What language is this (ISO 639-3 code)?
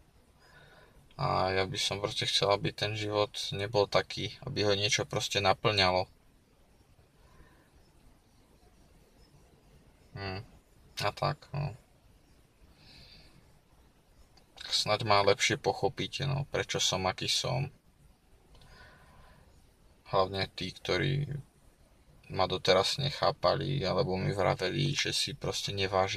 slk